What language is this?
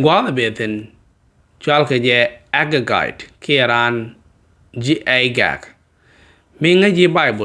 Nuer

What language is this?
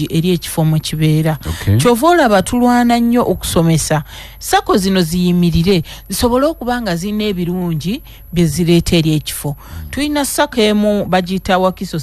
Ganda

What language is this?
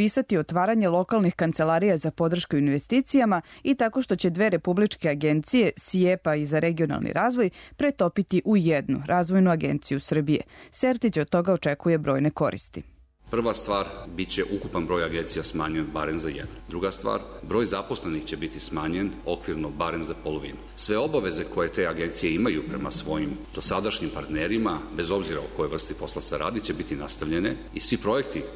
Serbian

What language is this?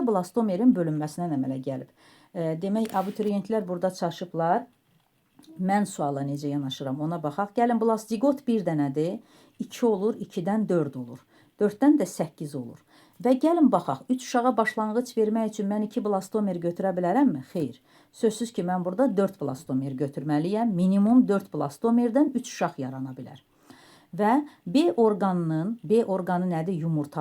Azerbaijani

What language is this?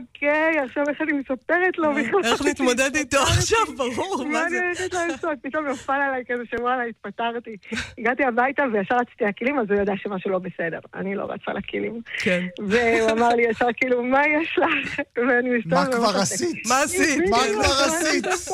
Hebrew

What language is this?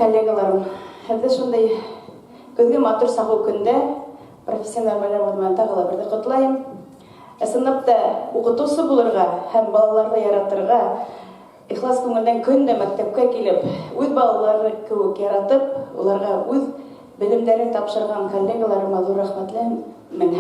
Bashkir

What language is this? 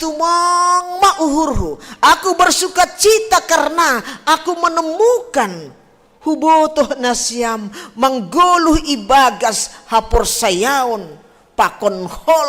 Batak Simalungun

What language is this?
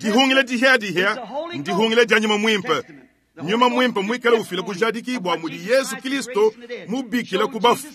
Luba-Lulua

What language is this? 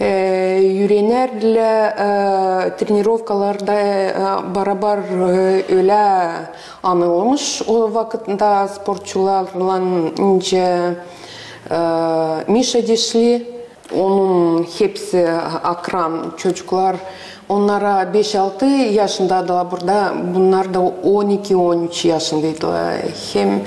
Gagauz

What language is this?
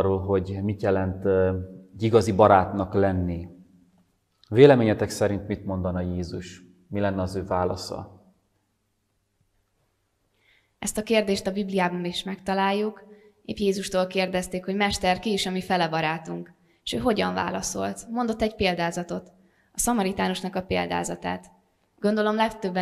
Hungarian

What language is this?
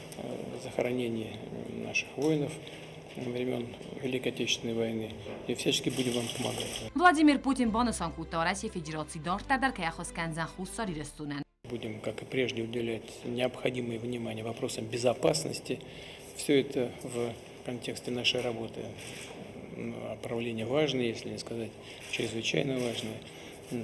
Ossetic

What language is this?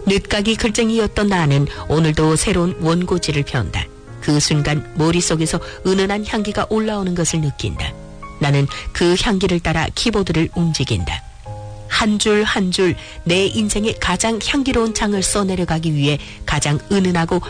Korean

